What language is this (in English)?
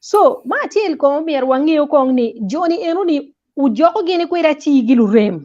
Acoli